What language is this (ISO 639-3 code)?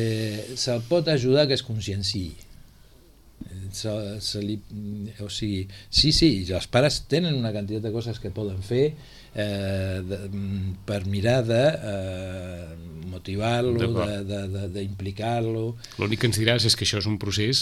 cat